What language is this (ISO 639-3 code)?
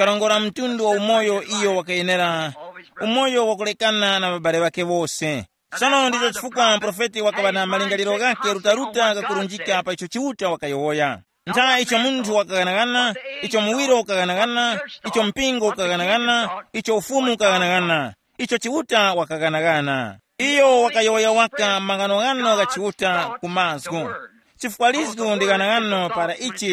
tum